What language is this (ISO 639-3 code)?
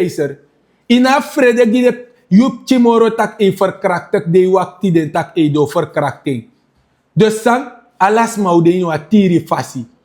srn